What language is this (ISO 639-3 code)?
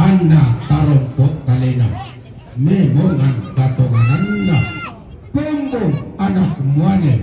sda